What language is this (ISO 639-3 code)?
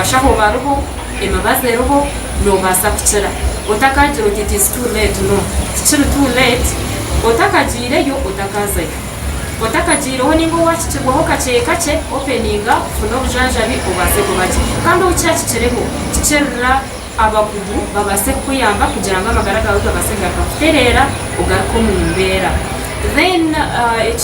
nyn